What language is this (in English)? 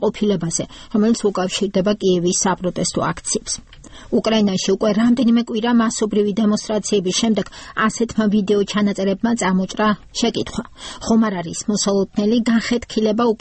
Georgian